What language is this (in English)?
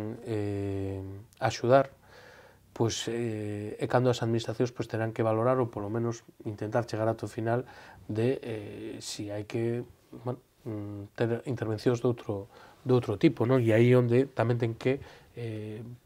Galician